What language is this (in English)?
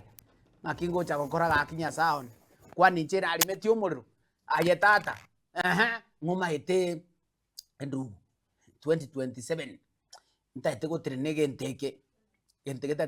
Gusii